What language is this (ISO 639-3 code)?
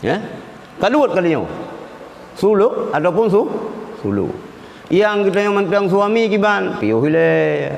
ace